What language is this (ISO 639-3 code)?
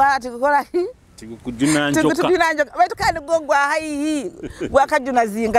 nyo